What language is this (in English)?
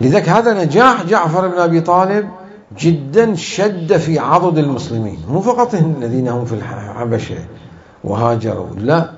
Mesopotamian Arabic